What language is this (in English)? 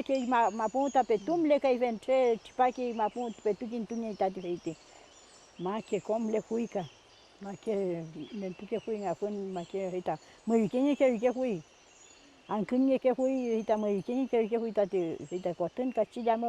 Mapuche